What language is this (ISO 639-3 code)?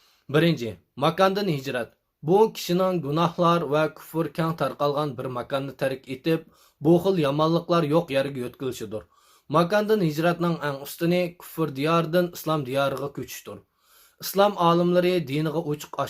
uig